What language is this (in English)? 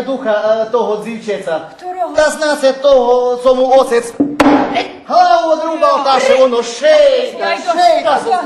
Rusyn